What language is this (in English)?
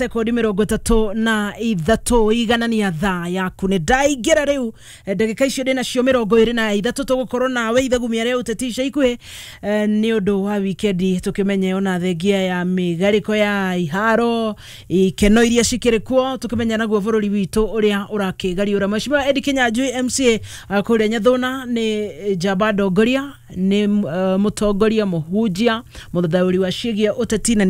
Kikuyu